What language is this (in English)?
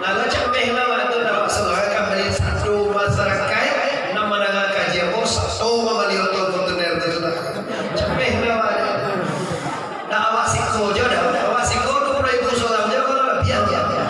Minangkabau